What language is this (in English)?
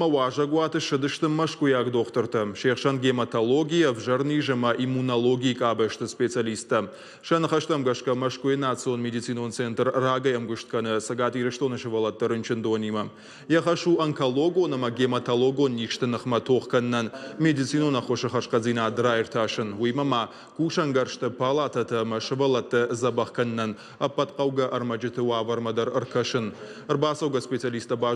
Ossetic